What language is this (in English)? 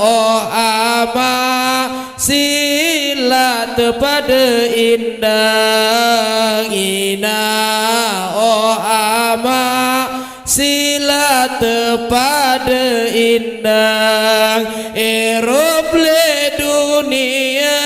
Sasak